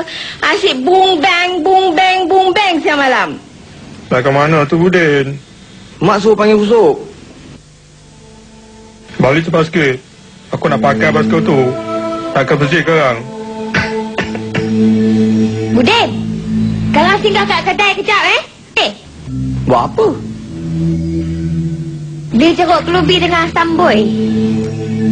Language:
Malay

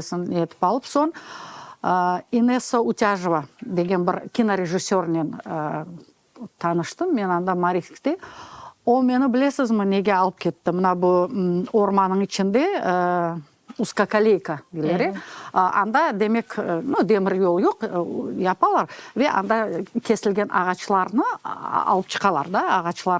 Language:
Crimean Tatar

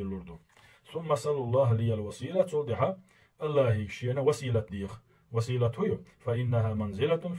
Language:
Chechen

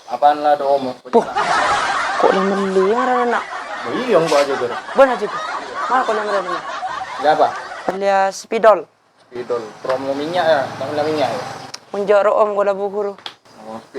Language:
Madurese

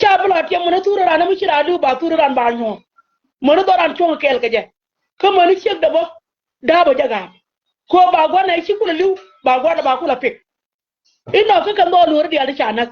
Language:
Nuer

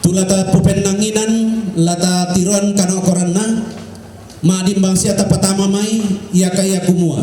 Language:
Toraja-Sa'dan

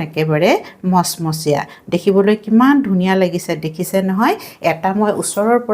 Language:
Assamese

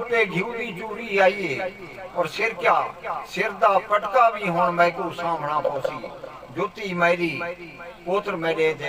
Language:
Saraiki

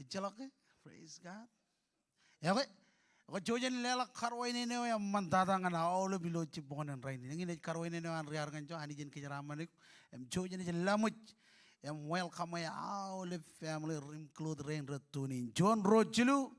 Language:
Marshallese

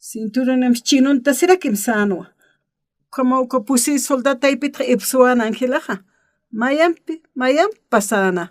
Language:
Aymara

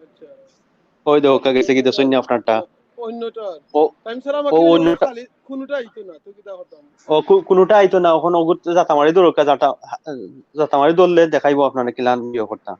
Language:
Sylheti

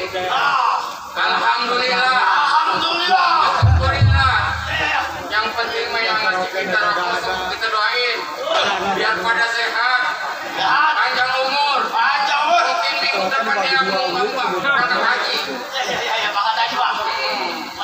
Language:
Betawi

